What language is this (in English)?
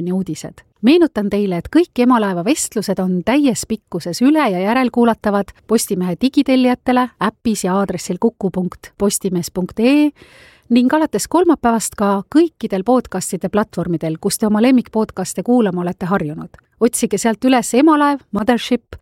Estonian